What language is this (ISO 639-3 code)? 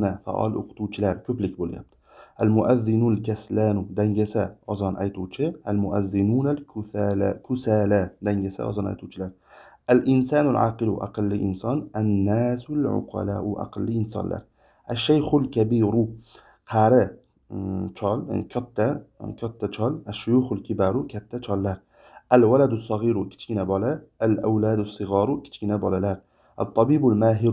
uzb